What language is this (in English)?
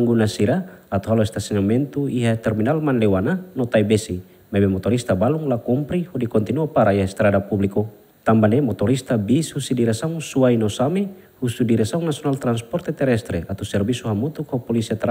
Tetum